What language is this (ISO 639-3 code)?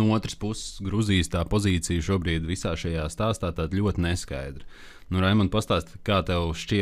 lav